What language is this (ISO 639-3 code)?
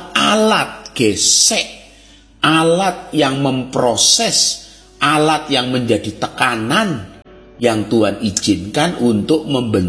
ind